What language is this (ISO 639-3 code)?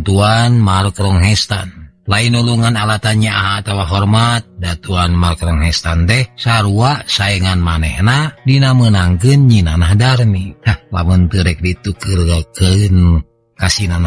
sun